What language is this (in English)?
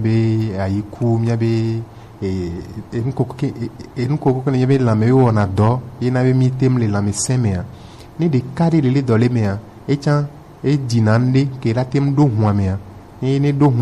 Gen